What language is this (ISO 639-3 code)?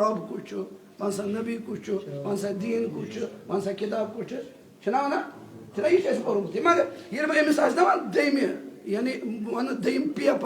kas